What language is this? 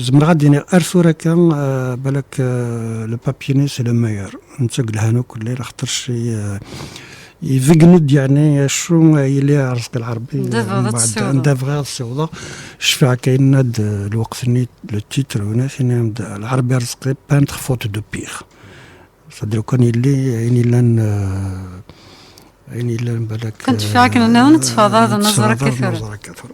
Kabyle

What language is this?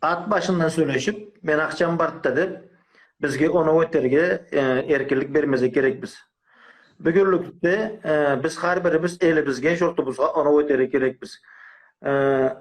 Karachay-Balkar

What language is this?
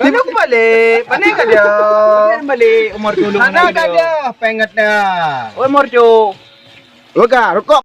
Achinese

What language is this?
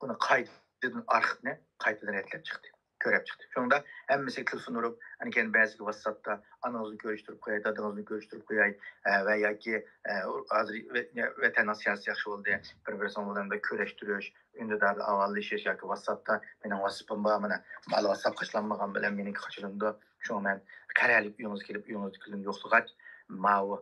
Uyghur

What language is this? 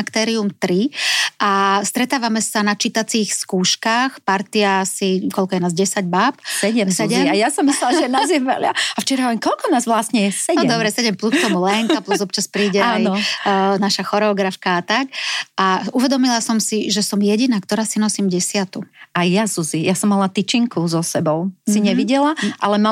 Slovak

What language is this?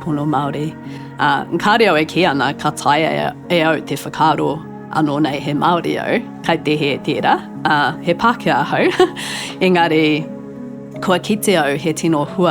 Māori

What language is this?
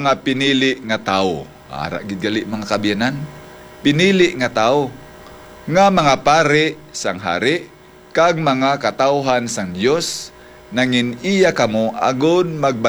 Hiligaynon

